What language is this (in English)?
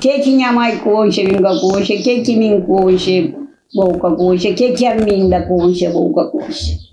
Kabuverdianu